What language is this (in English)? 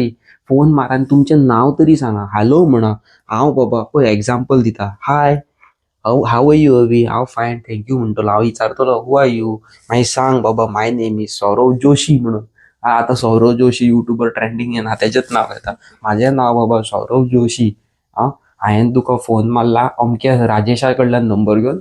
Konkani